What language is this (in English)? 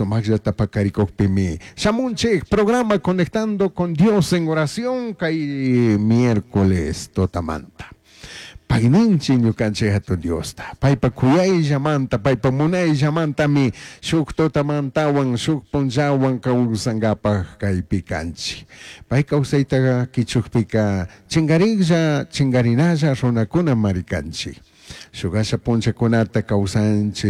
Chimborazo Highland Quichua